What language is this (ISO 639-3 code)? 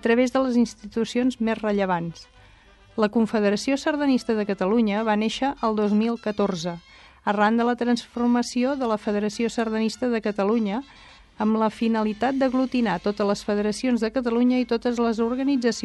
cat